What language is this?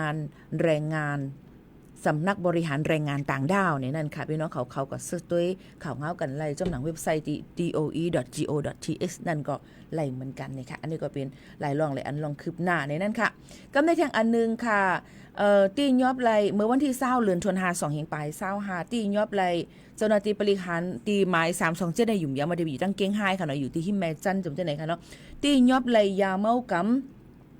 Shan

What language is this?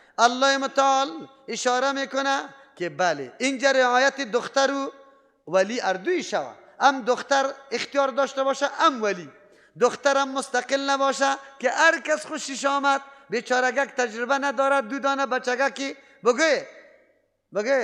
Persian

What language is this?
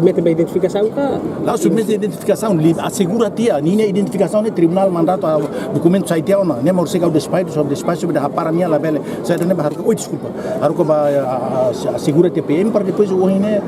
Tetum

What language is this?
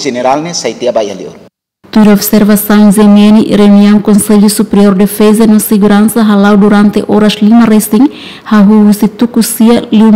Tetum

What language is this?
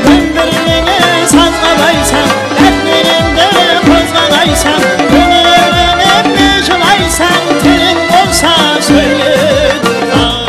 Kara-Kalpak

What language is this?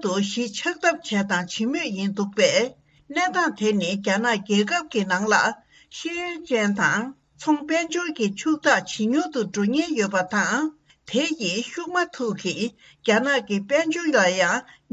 Tibetan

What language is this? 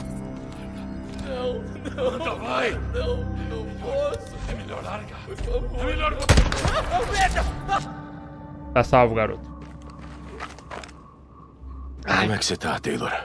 Portuguese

